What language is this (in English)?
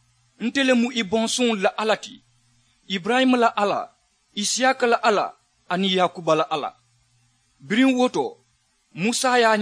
Mandingo